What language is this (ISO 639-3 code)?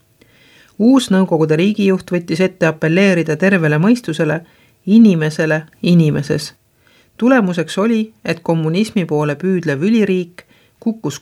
est